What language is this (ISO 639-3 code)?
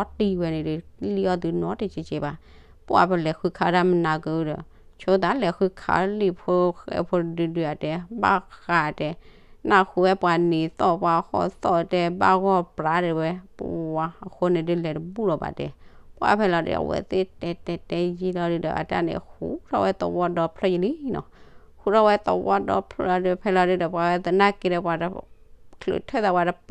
ksw